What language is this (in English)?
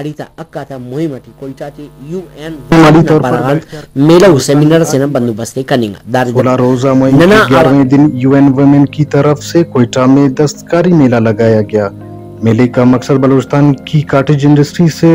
Brahui